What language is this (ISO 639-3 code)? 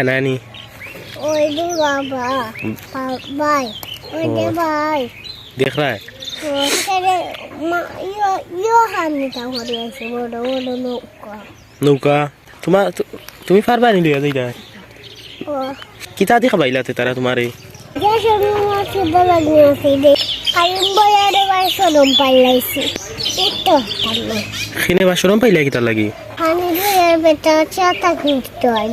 syl